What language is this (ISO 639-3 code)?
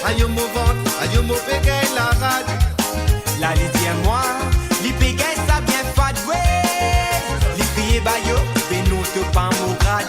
mfe